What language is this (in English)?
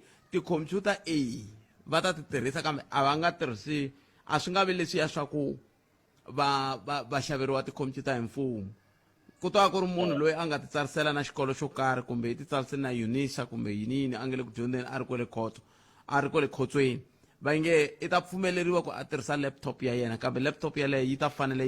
Tsonga